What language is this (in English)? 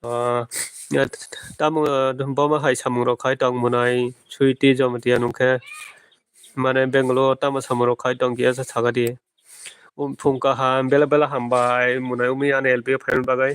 Kok Borok